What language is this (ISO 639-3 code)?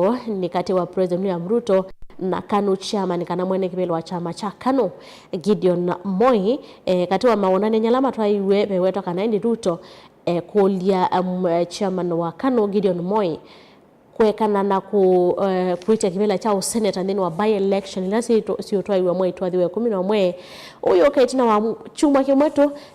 kam